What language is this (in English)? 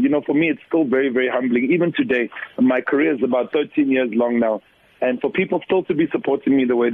English